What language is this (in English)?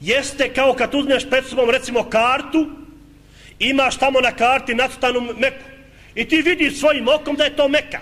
Bosnian